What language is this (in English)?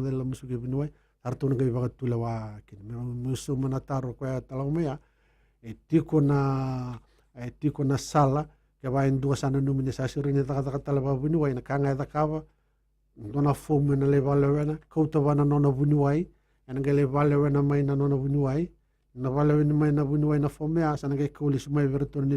Fijian